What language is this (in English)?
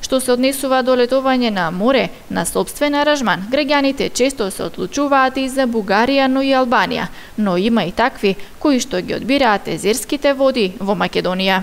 Macedonian